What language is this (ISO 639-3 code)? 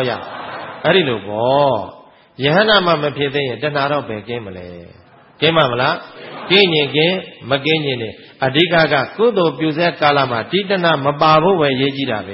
mya